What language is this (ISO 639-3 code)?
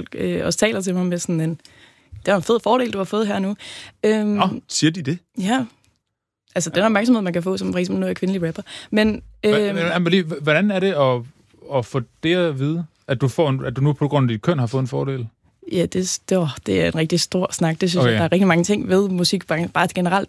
dan